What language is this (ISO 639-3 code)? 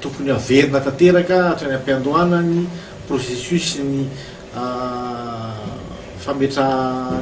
mlg